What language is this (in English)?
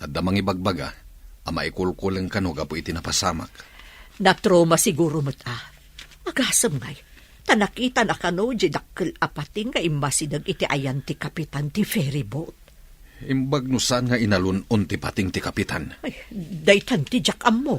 Iloko